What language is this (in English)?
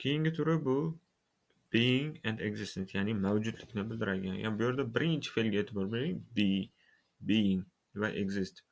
Uzbek